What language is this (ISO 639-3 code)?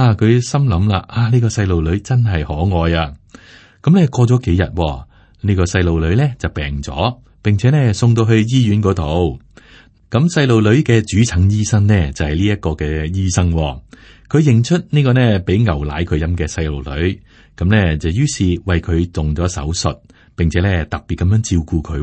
yue